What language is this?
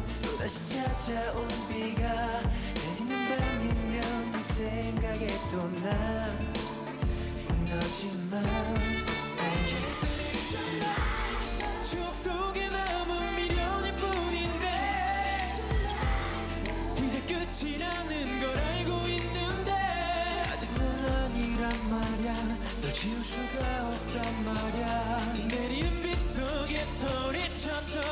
Korean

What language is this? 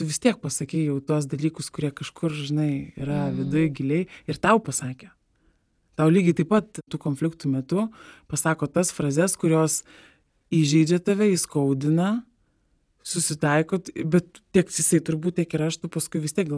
Lithuanian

